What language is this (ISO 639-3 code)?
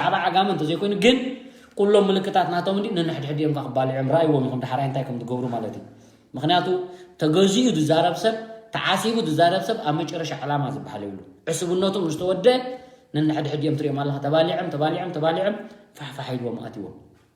tir